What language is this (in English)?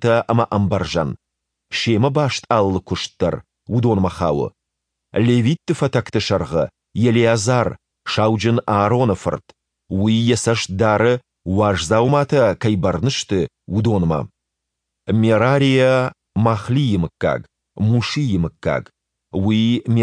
Ossetic